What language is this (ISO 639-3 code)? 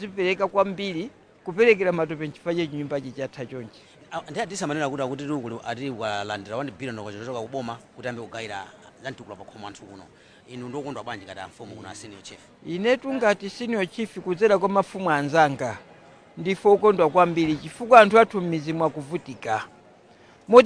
nya